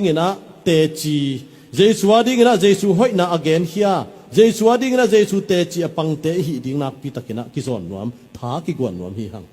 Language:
Tedim Chin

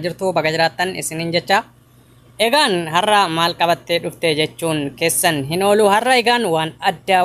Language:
Oromo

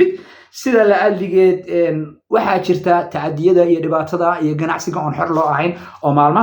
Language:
Somali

